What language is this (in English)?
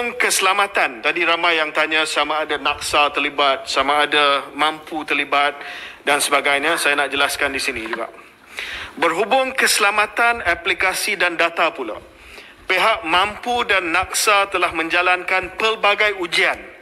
Malay